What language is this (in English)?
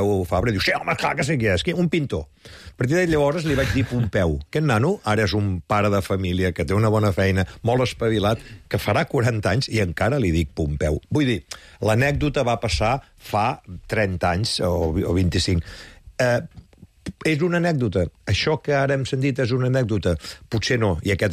Catalan